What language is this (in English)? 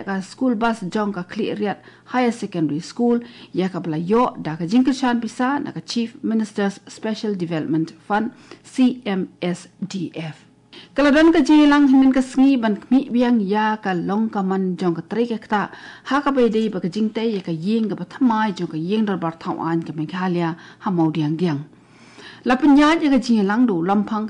Khasi